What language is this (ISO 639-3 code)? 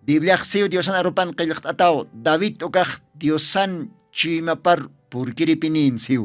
aym